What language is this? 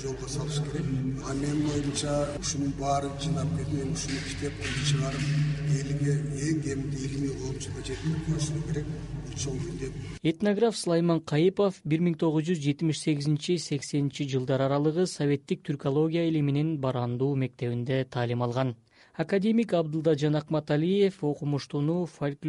Kyrgyz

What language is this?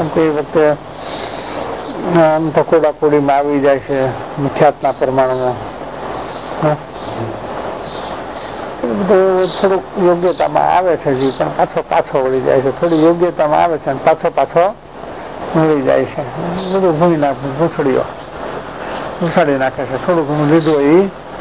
Gujarati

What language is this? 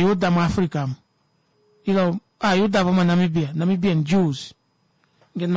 Kuanyama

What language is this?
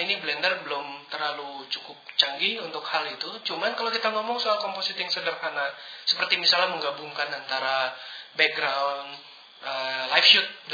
Indonesian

